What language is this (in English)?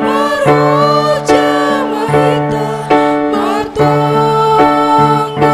Batak Simalungun